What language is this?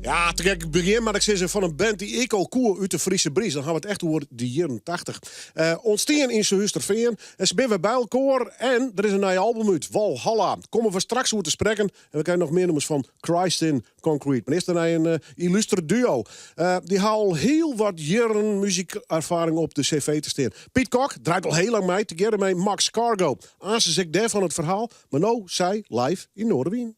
Western Frisian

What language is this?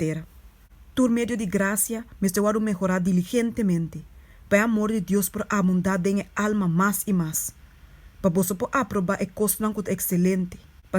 Papiamento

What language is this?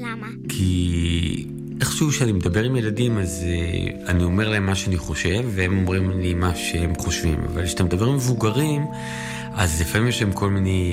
Hebrew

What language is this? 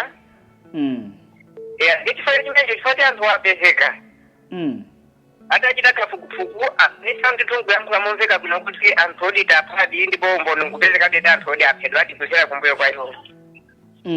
Nyanja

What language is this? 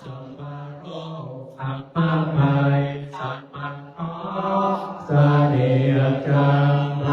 Pali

